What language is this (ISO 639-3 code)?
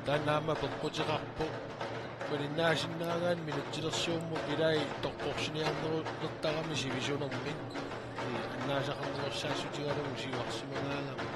kal